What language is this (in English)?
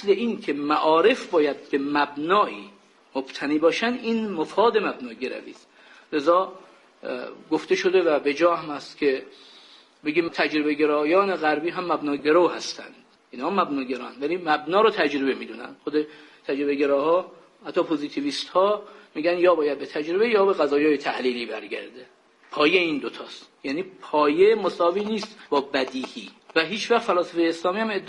Persian